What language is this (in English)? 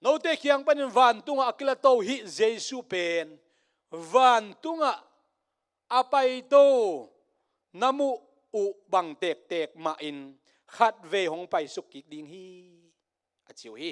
Tedim Chin